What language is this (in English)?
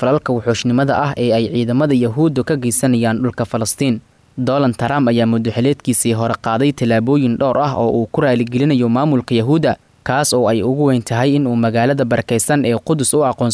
Somali